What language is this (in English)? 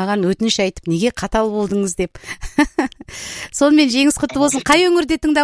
Kazakh